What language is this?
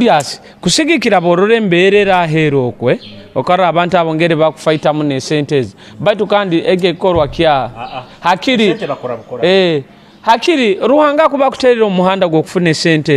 Nyoro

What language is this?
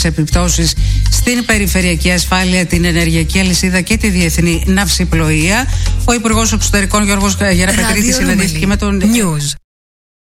Greek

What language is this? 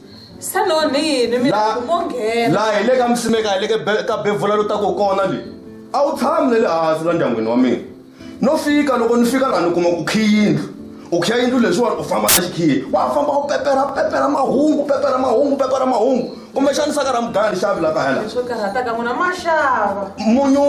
Tsonga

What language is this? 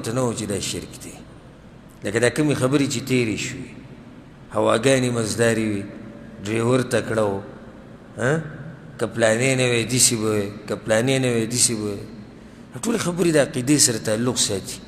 Pashto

